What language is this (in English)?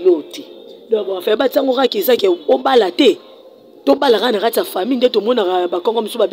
Lingala